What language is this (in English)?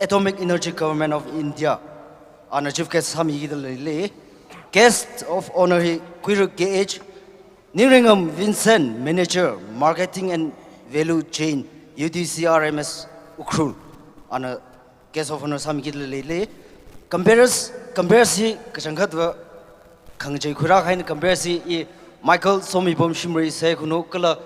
Tangkhul Naga (India)